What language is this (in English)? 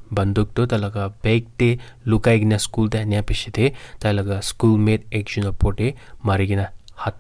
Naga Pidgin